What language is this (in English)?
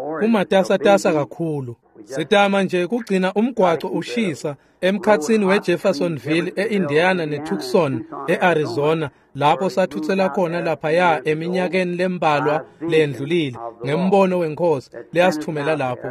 Swati